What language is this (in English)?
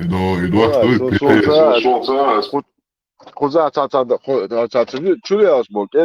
Chechen